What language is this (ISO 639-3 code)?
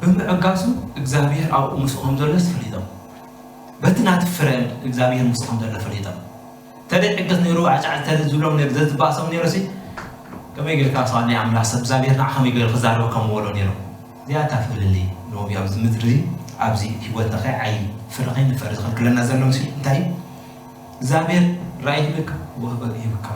tir